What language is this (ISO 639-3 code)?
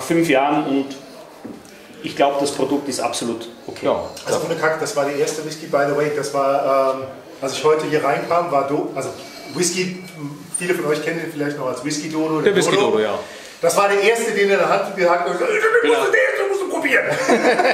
deu